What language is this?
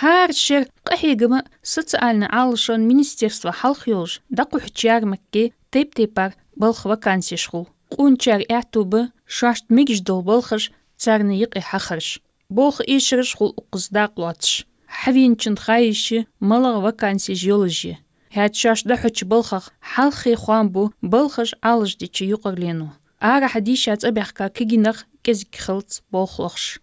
Ingush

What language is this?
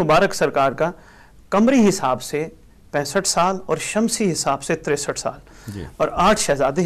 Urdu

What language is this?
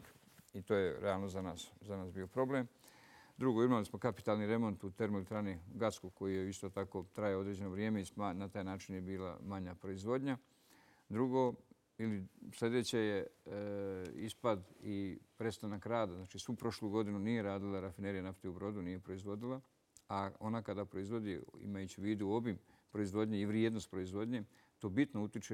Croatian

